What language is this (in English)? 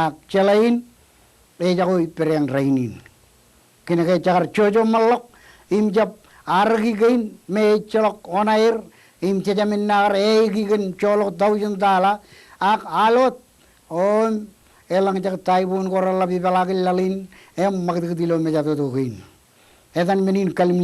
Marshallese